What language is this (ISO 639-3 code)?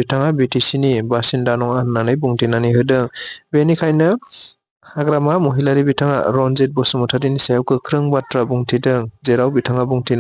brx